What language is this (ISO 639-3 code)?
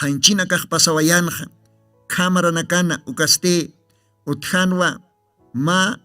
aym